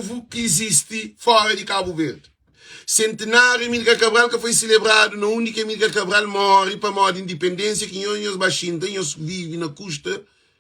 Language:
Kabuverdianu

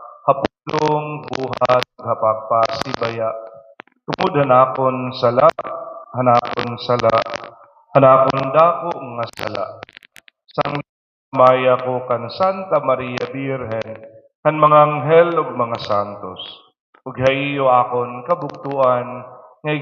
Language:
Waray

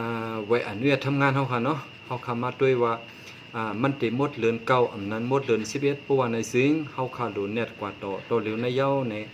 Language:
Shan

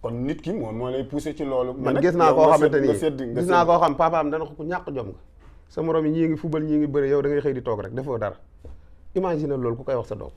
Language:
Wolof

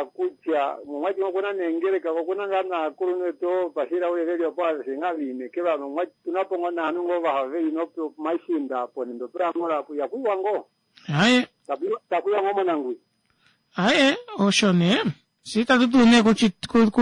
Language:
Kuanyama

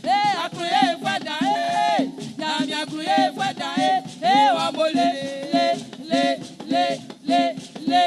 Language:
Baoulé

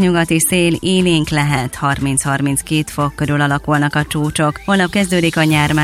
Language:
Hungarian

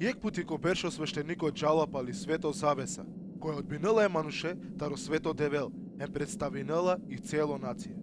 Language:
Balkan Romani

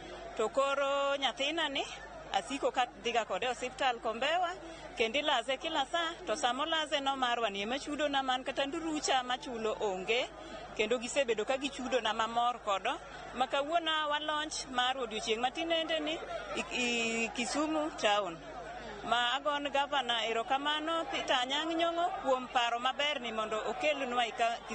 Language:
Luo (Kenya and Tanzania)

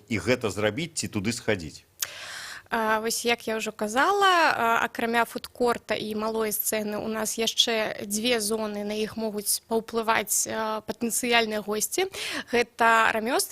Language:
Belarusian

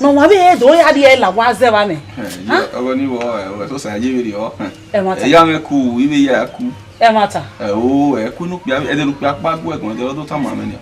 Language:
Bini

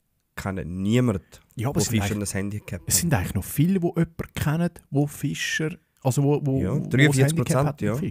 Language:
Swiss German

